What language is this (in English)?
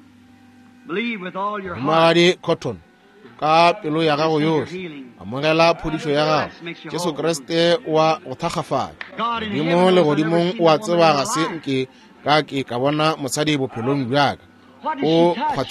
Northern Sotho